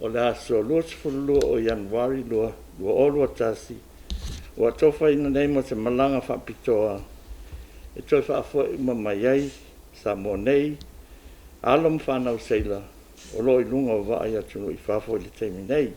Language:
Samoan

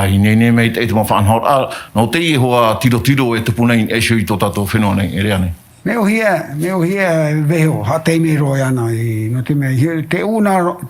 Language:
Tahitian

